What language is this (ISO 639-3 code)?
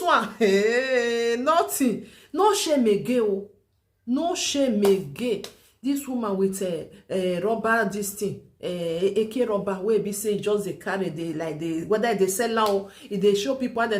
pcm